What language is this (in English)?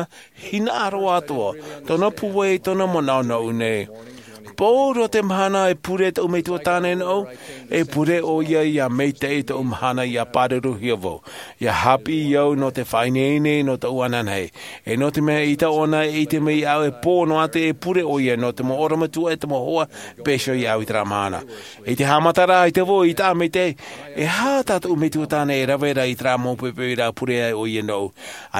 Tahitian